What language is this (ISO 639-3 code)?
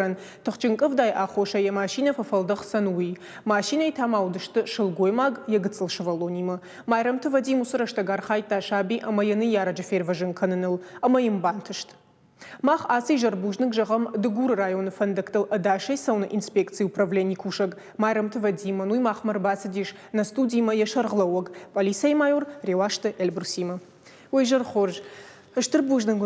oss